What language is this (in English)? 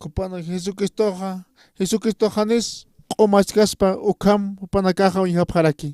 Aymara